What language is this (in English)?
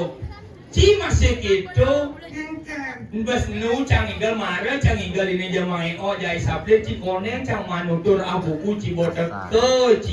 Balinese